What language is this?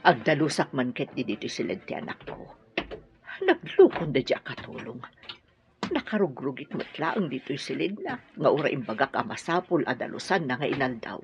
Iloko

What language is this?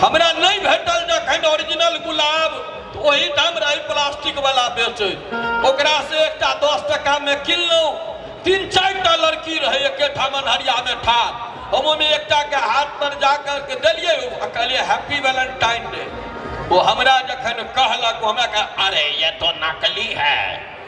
Maithili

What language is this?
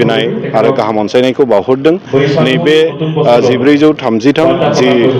Bodo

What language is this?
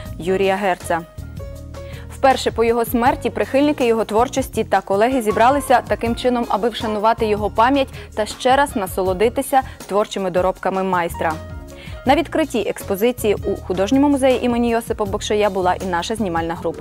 Ukrainian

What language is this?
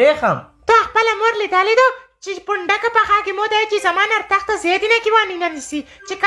Pashto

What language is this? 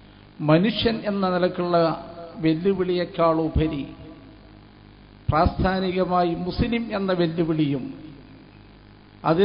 Malayalam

